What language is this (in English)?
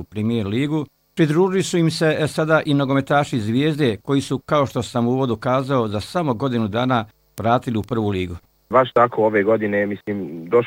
Bosnian